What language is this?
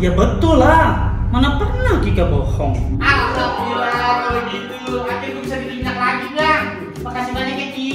Betawi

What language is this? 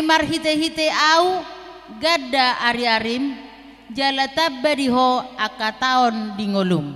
Batak Toba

